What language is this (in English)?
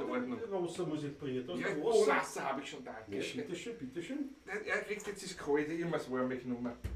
Bavarian